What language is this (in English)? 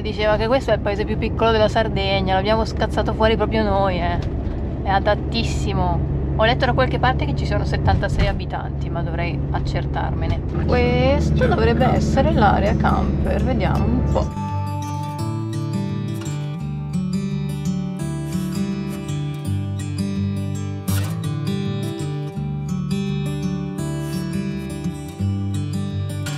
Italian